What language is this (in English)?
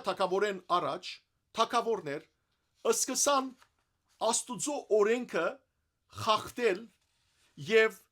Western Armenian